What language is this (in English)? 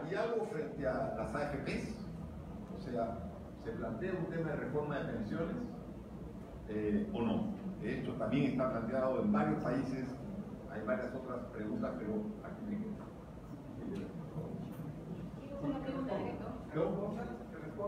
Spanish